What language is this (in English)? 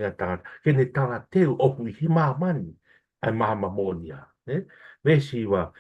Tongan